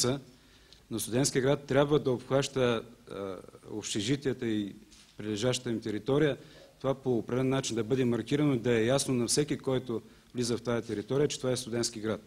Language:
Bulgarian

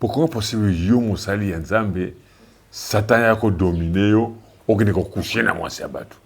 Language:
Lingala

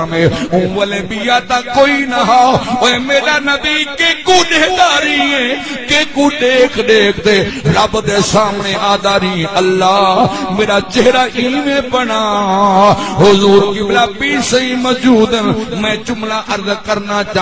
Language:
Saraiki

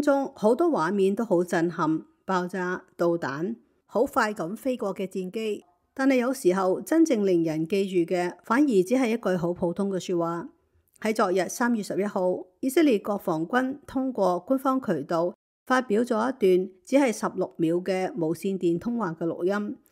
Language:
Cantonese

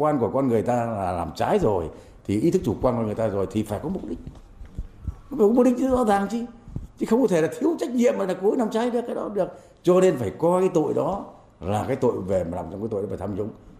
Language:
Vietnamese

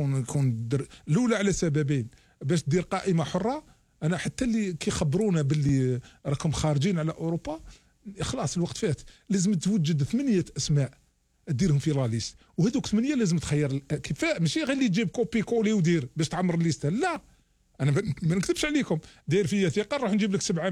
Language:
Algerian Arabic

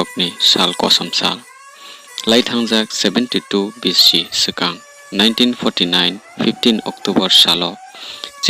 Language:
Riang (India)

